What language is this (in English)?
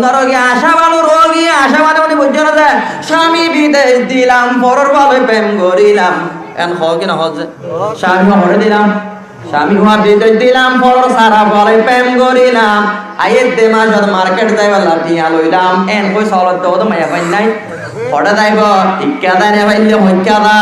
Rohingya